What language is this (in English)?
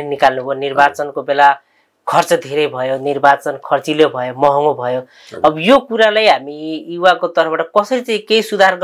Nepali